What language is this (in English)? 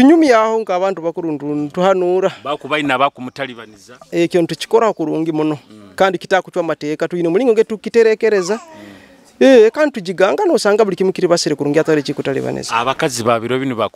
Nyoro